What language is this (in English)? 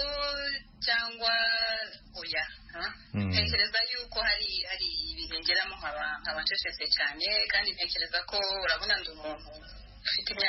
Kinyarwanda